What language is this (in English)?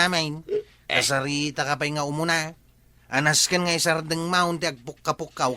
Iloko